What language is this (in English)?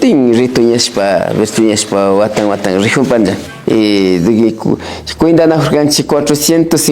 Imbabura Highland Quichua